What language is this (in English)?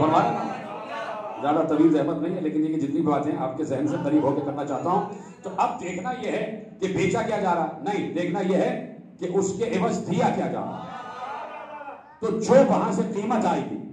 Urdu